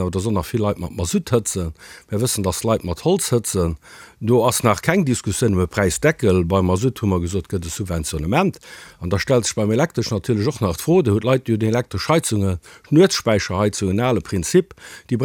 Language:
Luxembourgish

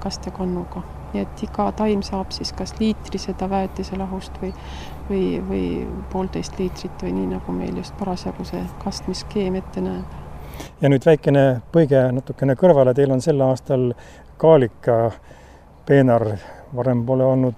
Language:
Estonian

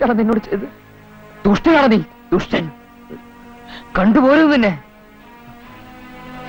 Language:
Malayalam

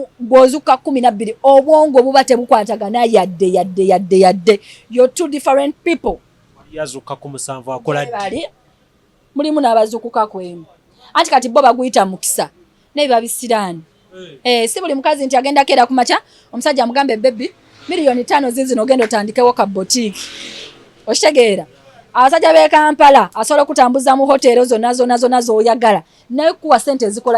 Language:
Ganda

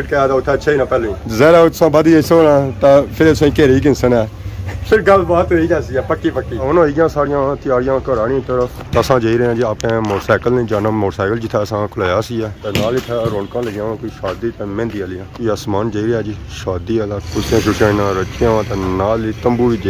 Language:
Pahari-Potwari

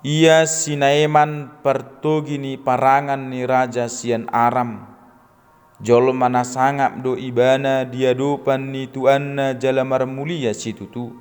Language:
Batak Toba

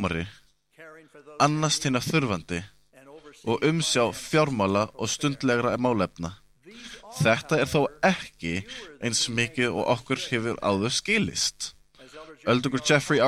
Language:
Icelandic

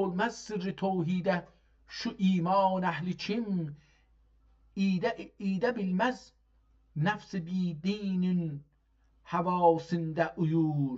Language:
South Azerbaijani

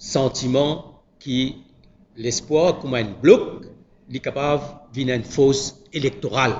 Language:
Morisyen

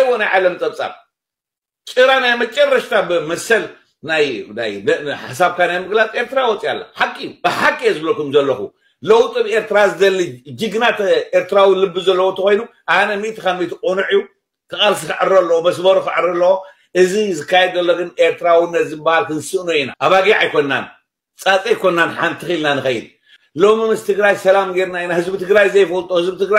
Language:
Tigrinya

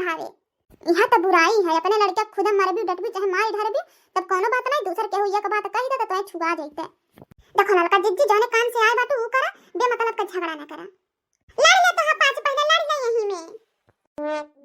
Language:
Bhojpuri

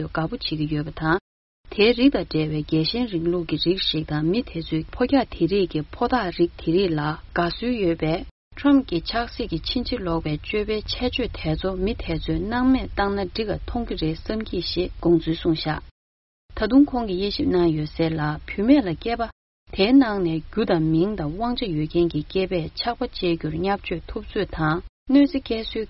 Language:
Tibetan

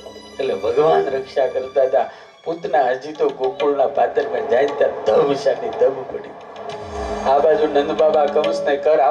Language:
Gujarati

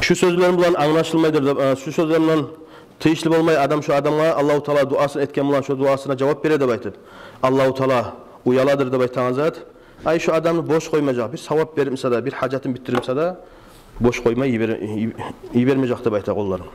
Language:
Kumyk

